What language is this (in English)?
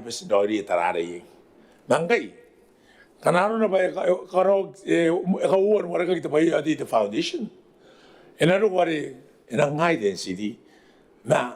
Gilbertese